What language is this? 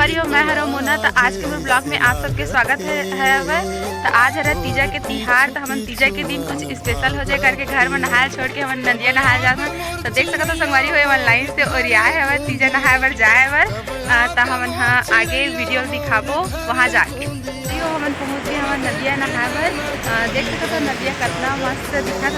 Chhattisgarhi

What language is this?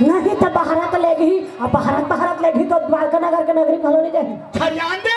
Chhattisgarhi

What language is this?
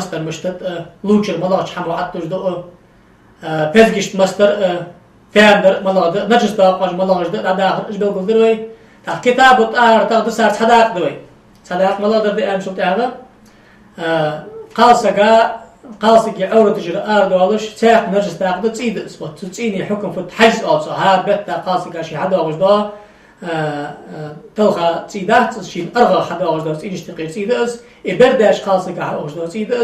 Ingush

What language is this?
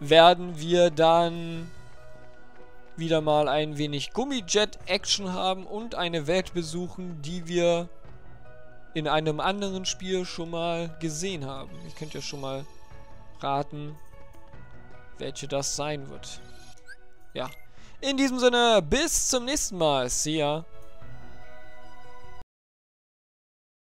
German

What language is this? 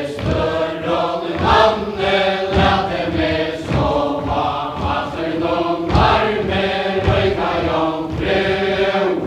Faroese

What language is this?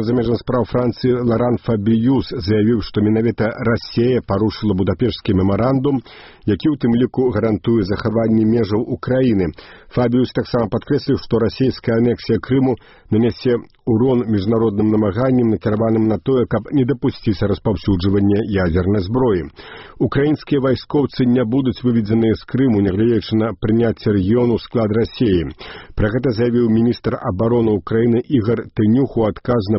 Belarusian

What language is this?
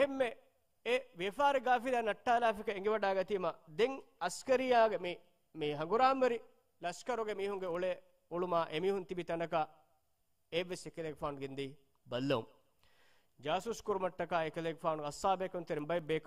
Divehi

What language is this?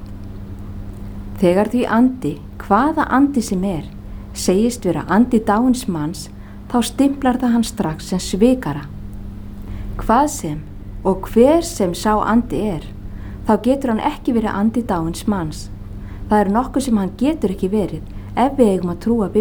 Icelandic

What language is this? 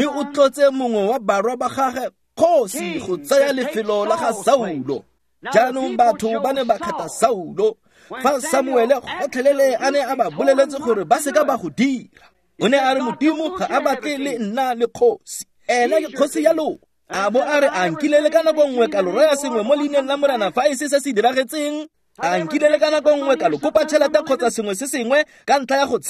Tswana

